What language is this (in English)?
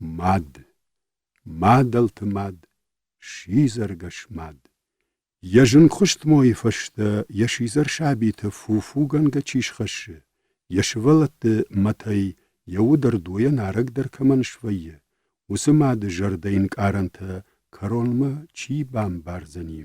Ossetic